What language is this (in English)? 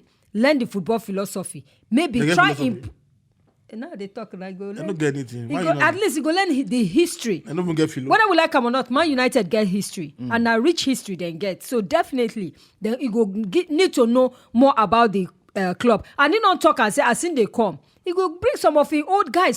Nigerian Pidgin